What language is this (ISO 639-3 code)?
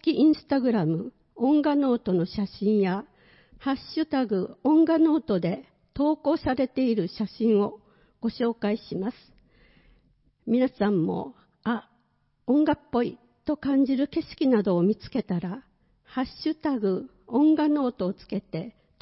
jpn